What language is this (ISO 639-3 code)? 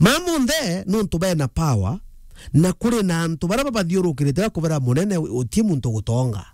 mer